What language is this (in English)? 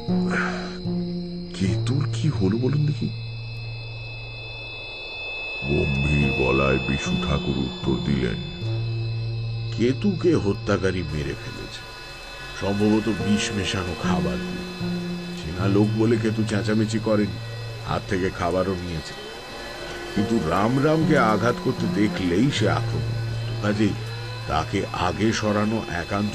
Bangla